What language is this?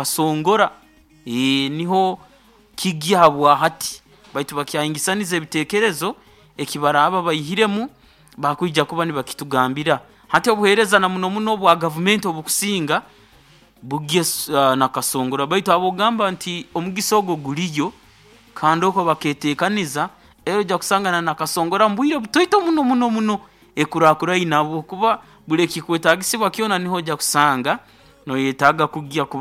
Nyoro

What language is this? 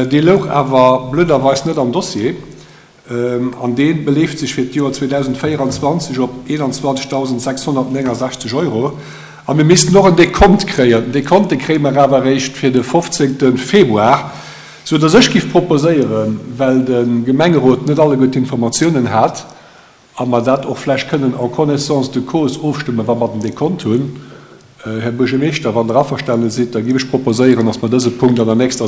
Luxembourgish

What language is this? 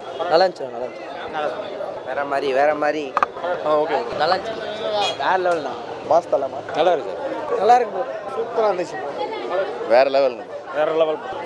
Tamil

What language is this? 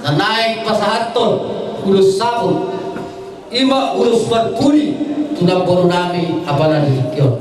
Batak Toba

